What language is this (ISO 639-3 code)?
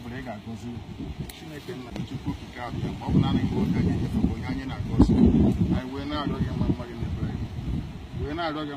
ibo